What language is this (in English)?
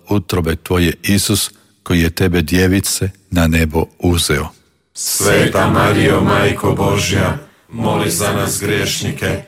Croatian